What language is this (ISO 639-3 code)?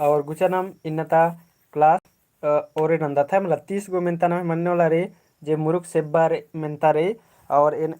kru